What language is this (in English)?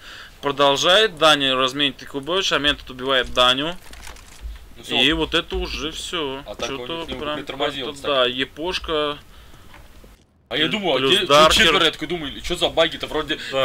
Russian